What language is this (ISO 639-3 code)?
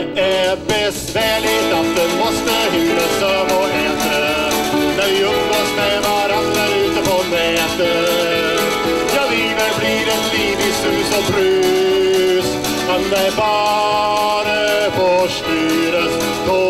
swe